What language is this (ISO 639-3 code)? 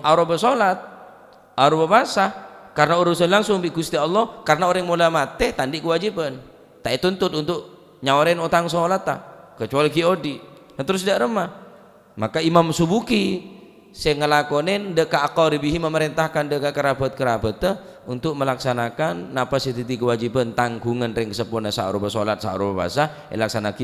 mad